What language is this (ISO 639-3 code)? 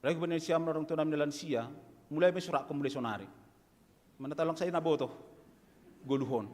bts